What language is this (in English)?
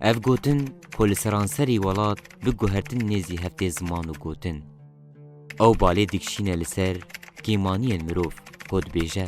Kurdish